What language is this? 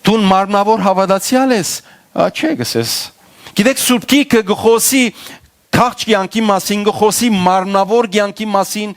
Western Armenian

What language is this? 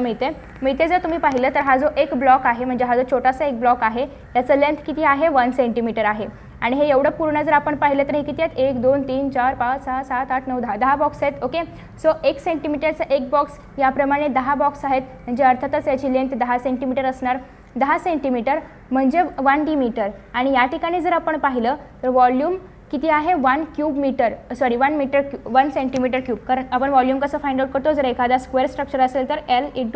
Marathi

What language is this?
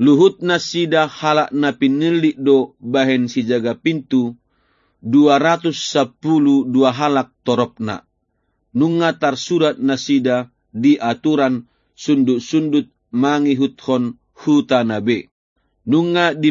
Batak Toba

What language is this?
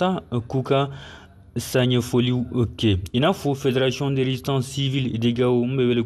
Bambara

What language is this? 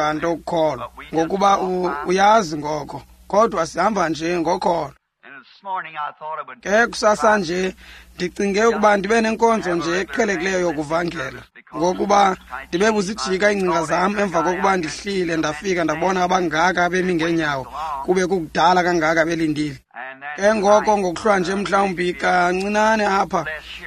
Xhosa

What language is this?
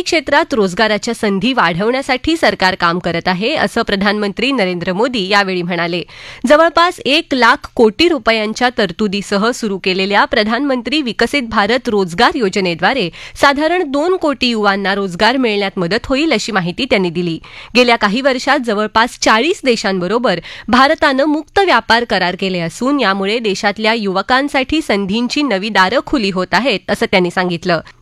Marathi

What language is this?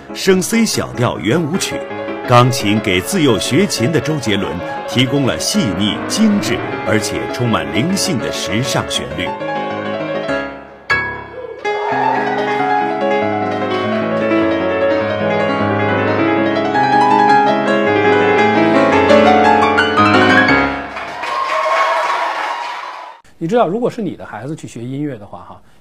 Chinese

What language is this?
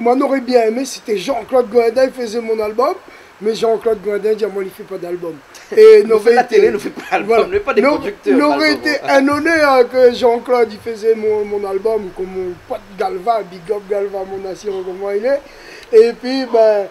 Réunion Creole French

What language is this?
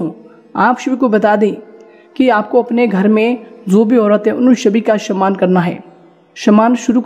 Hindi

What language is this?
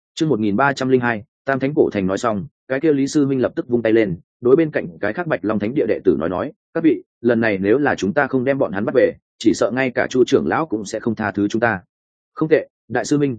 Vietnamese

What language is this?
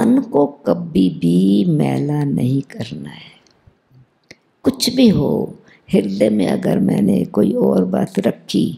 Hindi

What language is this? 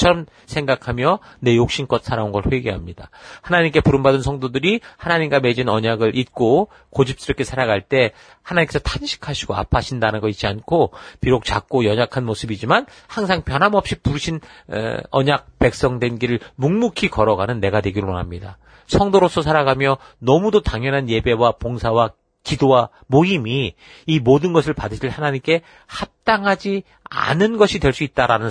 Korean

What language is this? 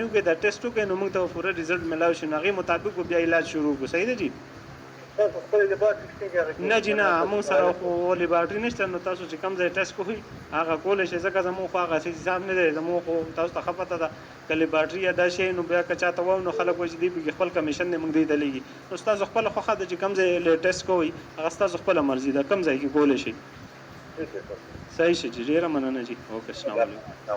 Pashto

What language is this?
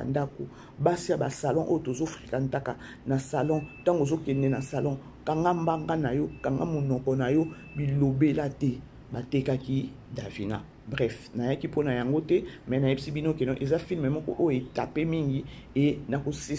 Lingala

